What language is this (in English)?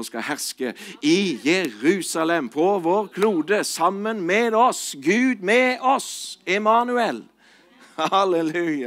Norwegian